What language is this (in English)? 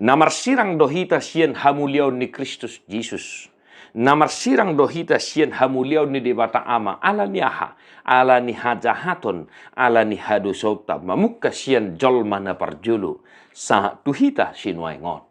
Batak Toba